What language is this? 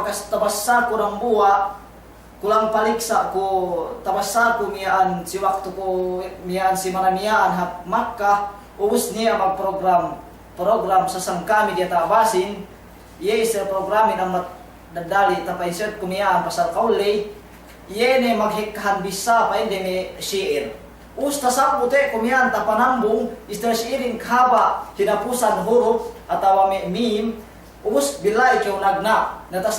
Yakan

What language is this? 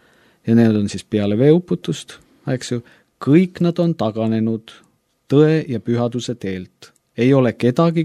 Estonian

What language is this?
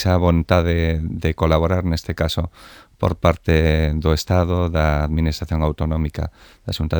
Galician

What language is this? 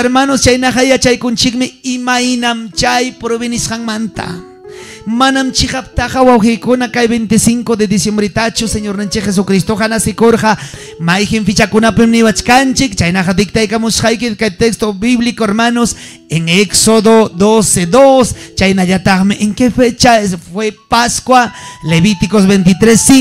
Ayacucho Quechua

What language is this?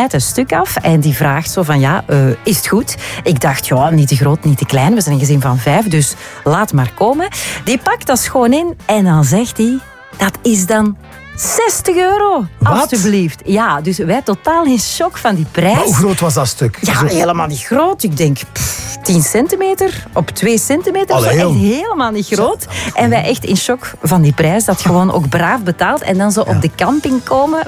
Dutch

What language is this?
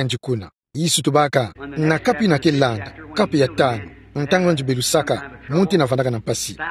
Kituba (Democratic Republic of Congo)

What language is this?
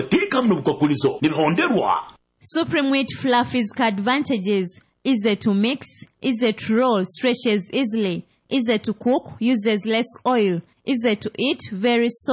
Nyoro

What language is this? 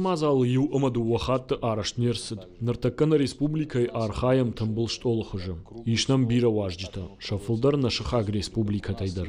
Ossetic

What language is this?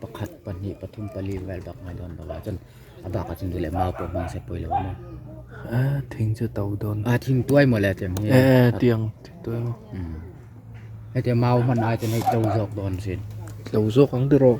Hakha Chin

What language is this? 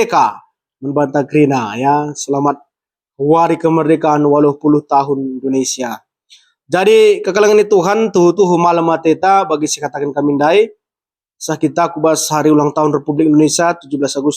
Batak Karo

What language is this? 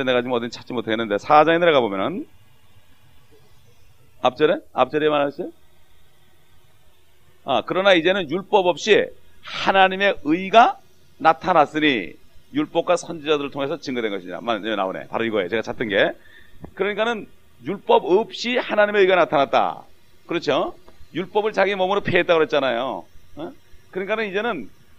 Korean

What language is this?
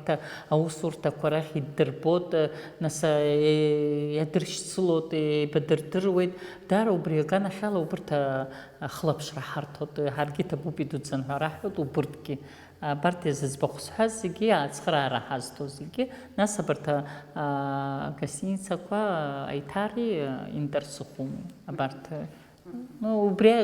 Abkhazian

